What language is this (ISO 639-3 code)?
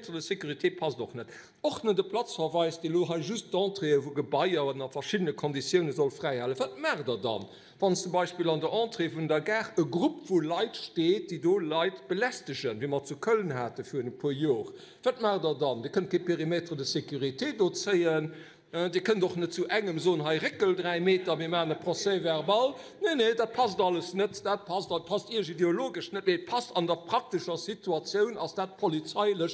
ltz